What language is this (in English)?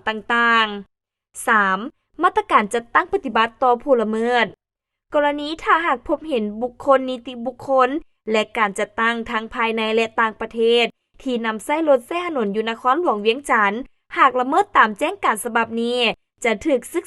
Lao